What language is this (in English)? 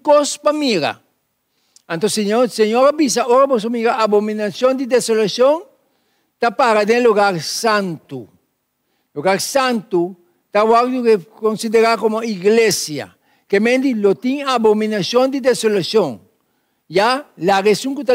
Papiamento